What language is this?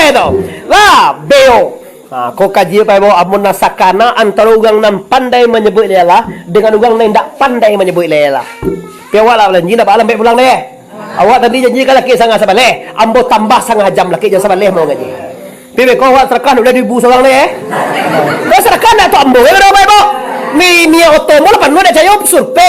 Minangkabau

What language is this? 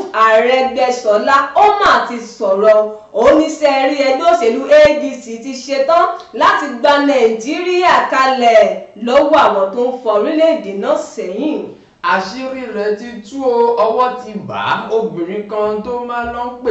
Yoruba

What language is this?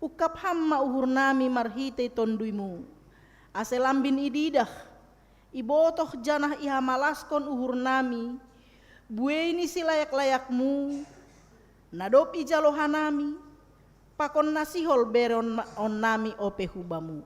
Batak Simalungun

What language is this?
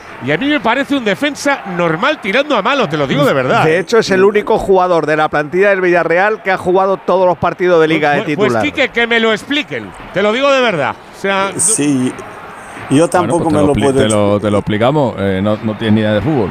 Spanish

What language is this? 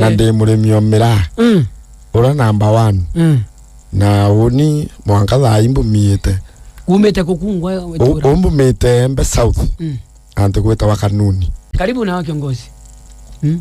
Meru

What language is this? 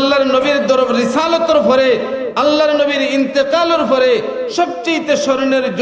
Sylheti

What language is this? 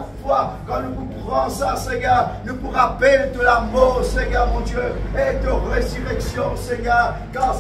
Morisyen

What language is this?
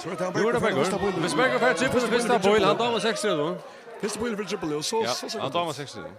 Faroese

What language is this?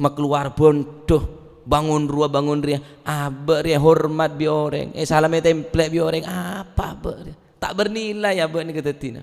Madurese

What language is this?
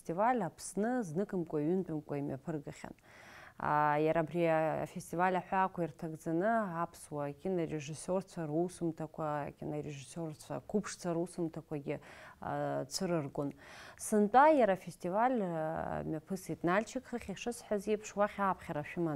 Abkhazian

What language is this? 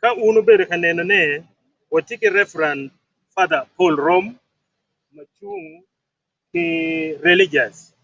Acoli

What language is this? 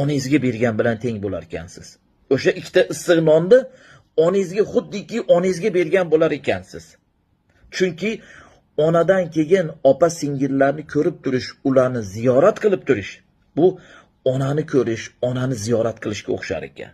Uzbek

